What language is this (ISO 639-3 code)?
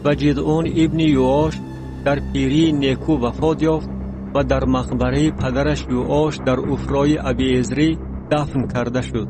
tgk